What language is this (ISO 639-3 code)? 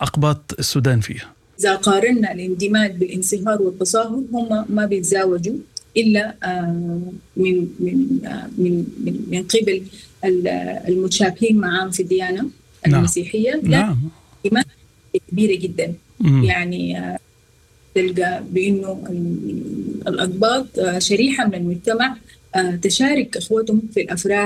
apd